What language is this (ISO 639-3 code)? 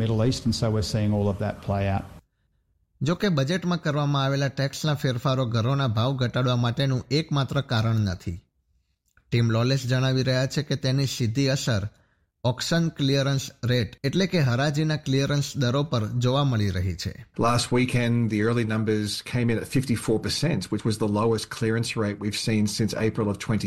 guj